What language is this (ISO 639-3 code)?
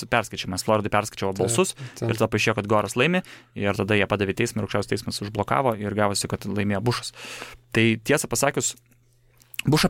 lit